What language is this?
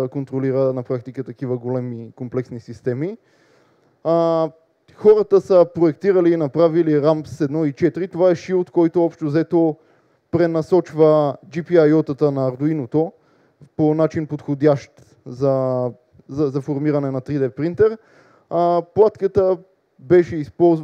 Bulgarian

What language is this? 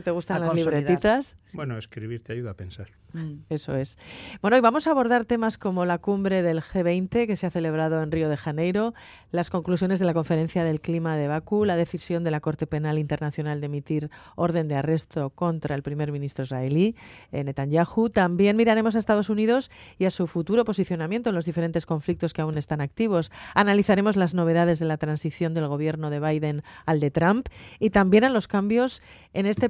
Spanish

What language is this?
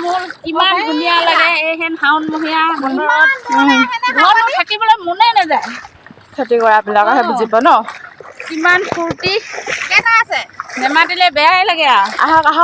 Assamese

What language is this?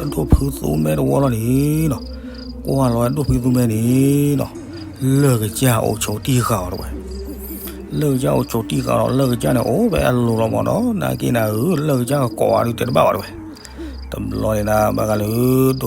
S'gaw Karen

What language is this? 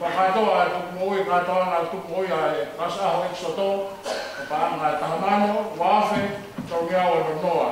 Tongan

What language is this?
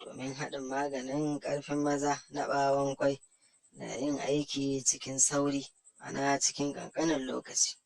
Hausa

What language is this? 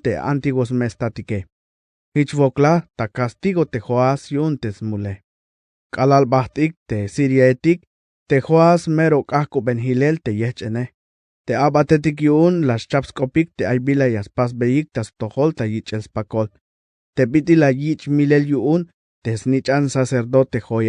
Tzeltal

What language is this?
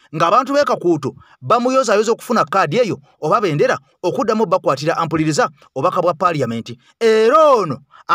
Ganda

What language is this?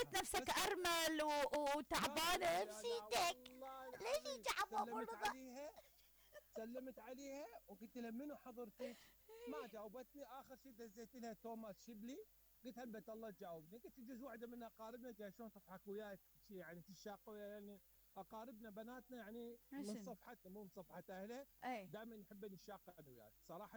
Mesopotamian Arabic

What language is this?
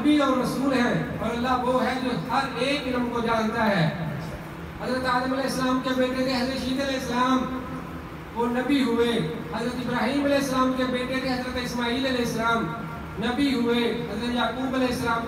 Urdu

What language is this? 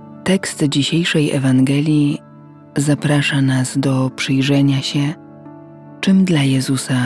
Polish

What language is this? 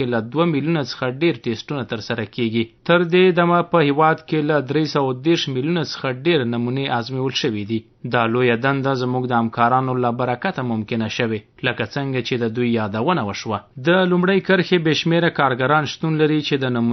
Pashto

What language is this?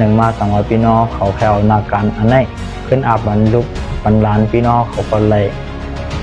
Shan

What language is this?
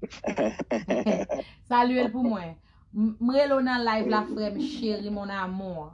Haitian Creole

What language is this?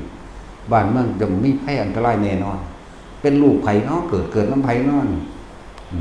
Lao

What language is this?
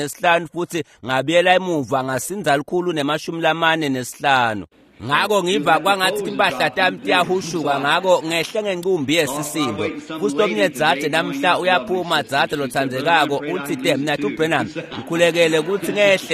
Swati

